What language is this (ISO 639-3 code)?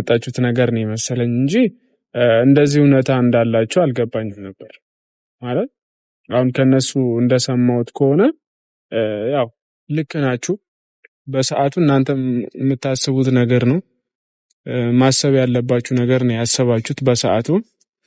amh